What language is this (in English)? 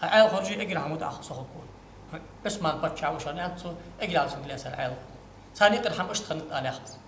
Ingush